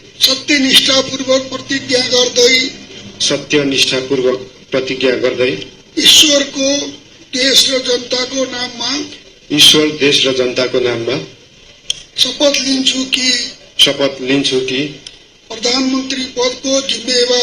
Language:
Nepali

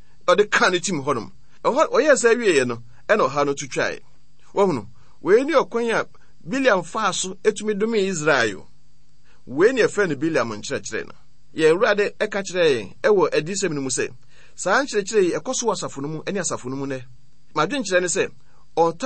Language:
Akan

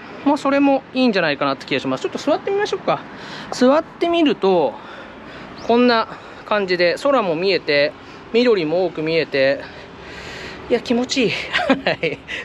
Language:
Japanese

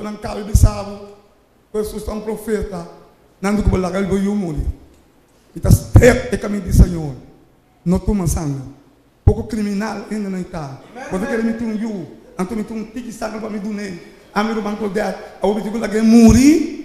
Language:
Papiamento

